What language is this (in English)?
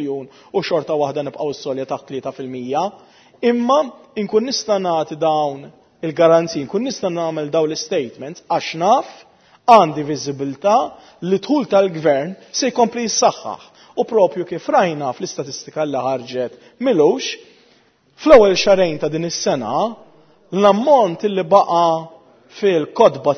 Maltese